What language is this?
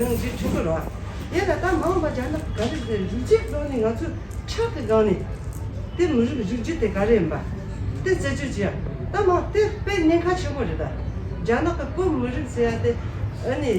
Tibetan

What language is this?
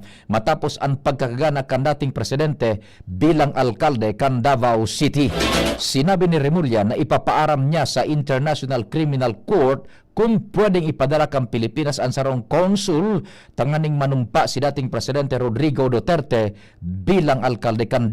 Bikol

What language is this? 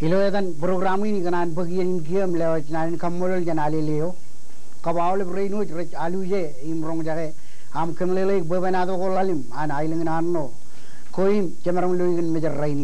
Marshallese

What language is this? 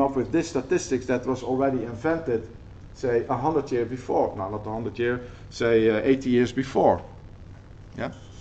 English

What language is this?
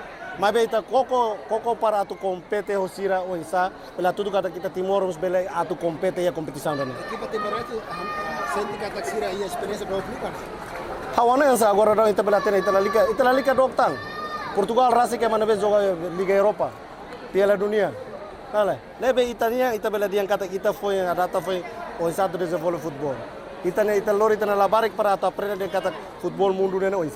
Tetum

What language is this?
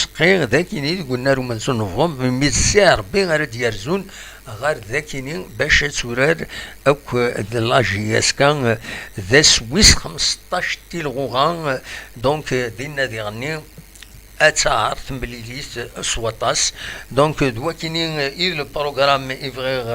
Kabyle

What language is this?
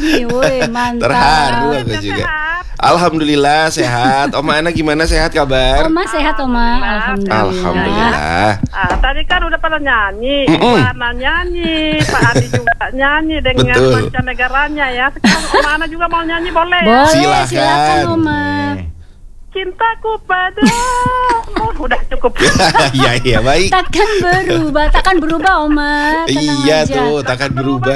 Indonesian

